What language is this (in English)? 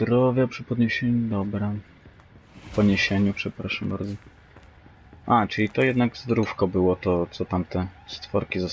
Polish